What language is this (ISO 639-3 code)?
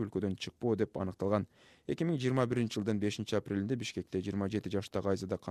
kir